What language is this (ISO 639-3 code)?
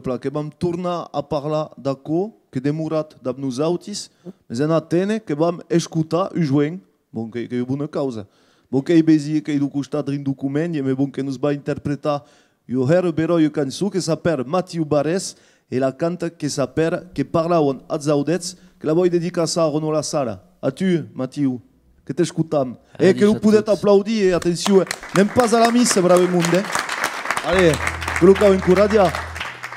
oci